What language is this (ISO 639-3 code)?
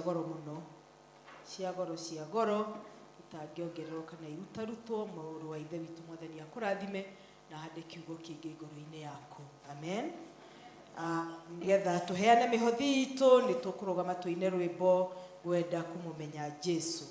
kik